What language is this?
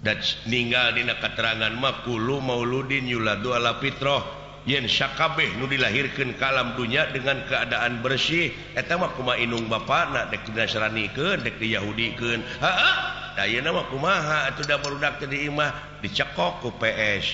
Sundanese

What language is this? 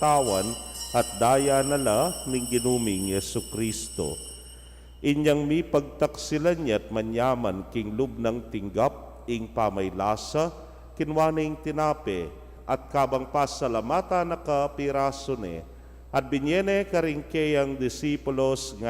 Pampanga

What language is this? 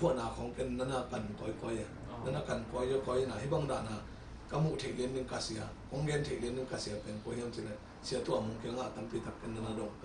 Tedim Chin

